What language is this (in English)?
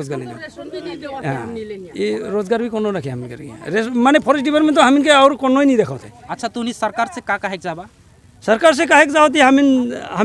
Sadri